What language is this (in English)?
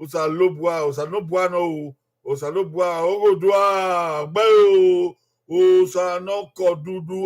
Bini